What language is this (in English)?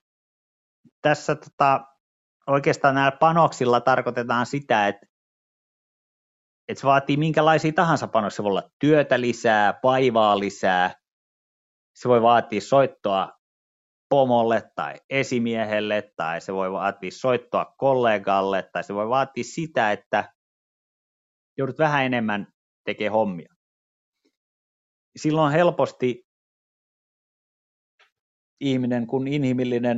Finnish